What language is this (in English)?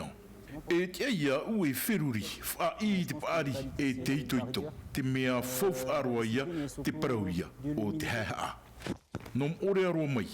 Tahitian